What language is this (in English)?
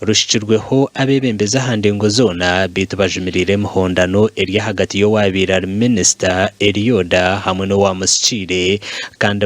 Nyankole